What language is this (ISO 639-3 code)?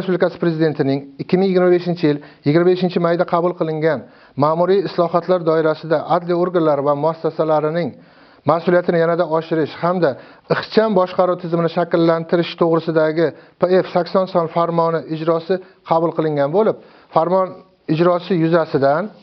uzb